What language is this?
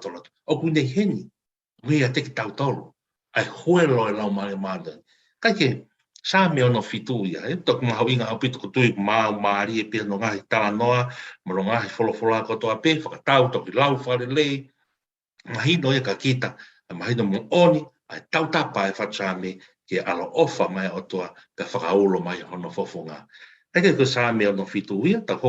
Tongan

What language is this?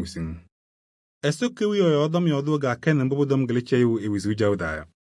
Kabiyè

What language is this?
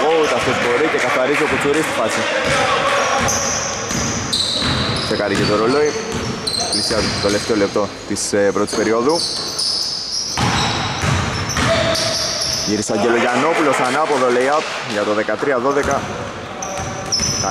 Greek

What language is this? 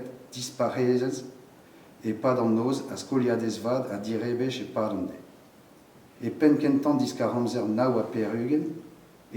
Breton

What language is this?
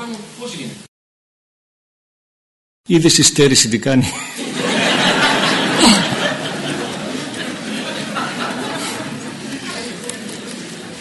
Greek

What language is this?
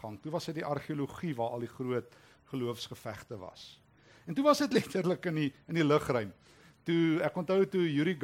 Afrikaans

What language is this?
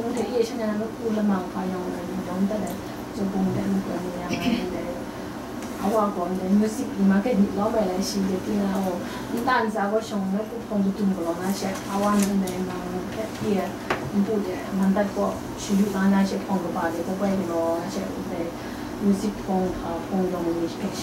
Kachin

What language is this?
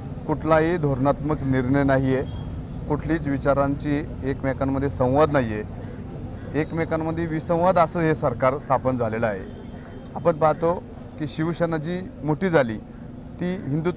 Marathi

